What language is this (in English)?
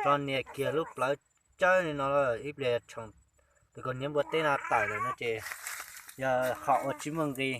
Hmong